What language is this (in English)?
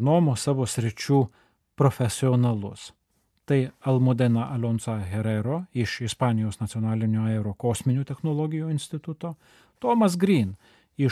Lithuanian